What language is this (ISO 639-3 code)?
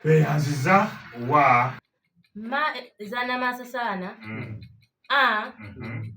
lug